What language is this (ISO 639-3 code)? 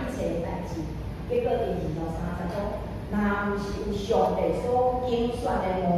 nan